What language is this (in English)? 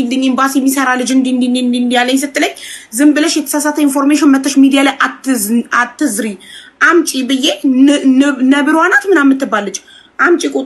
Amharic